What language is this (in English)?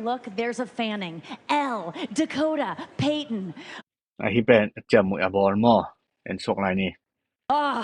Tedim Chin